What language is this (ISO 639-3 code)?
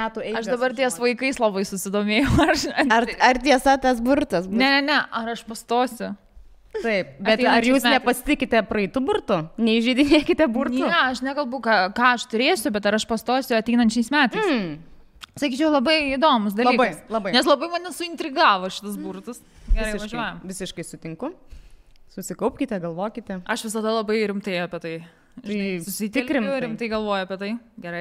lit